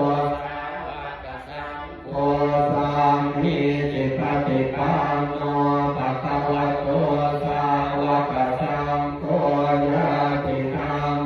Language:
Pali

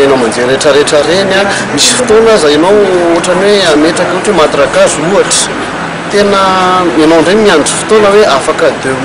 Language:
Malagasy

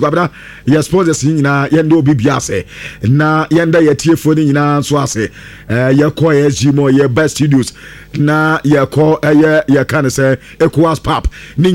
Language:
Akan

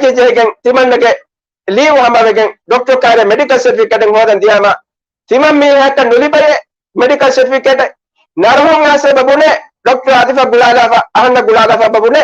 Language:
Divehi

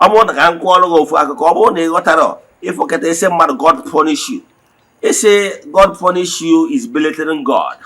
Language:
Igbo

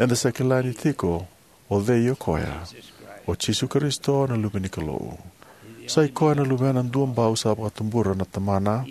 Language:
Fijian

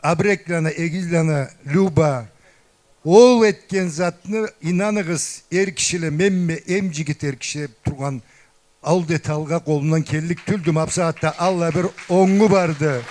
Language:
Karachay-Balkar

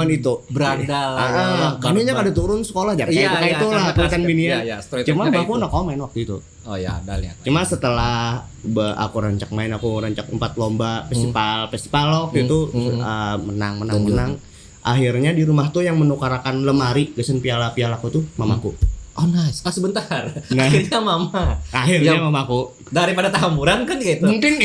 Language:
Banjar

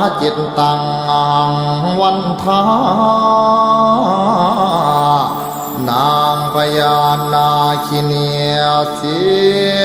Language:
Pali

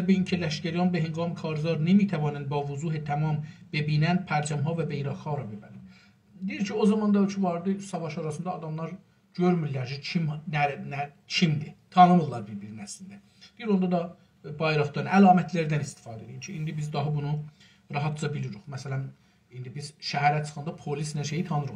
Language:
South Azerbaijani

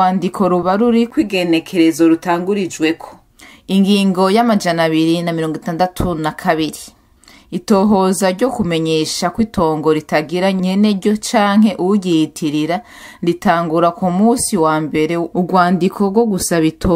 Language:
Rundi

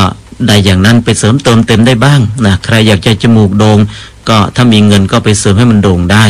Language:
Thai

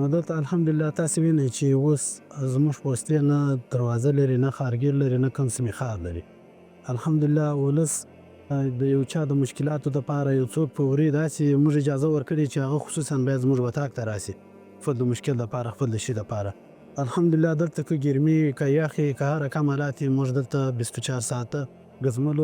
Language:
Pashto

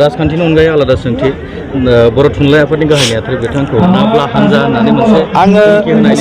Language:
Bodo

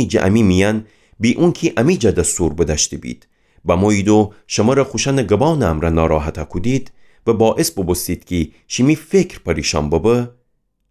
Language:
Gilaki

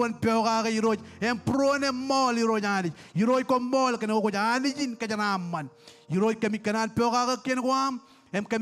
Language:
Marshallese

